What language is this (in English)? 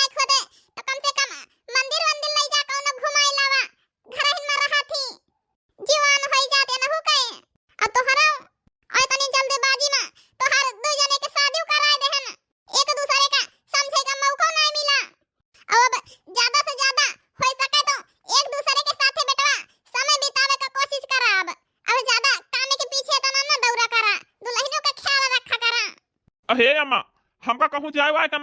Awadhi